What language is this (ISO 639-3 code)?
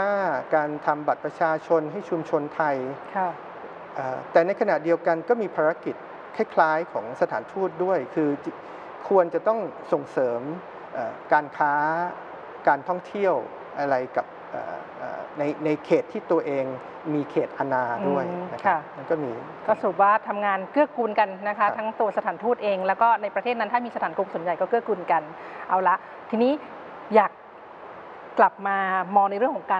tha